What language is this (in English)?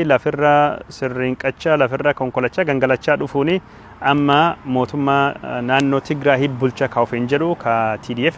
Oromo